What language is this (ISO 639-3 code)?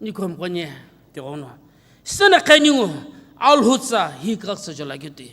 nsm